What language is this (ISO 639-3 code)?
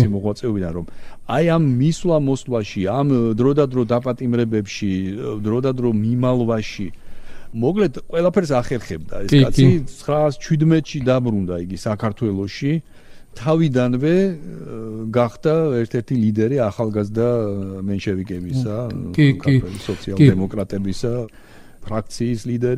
kat